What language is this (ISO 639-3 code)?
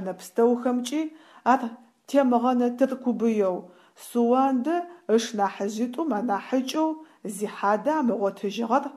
ady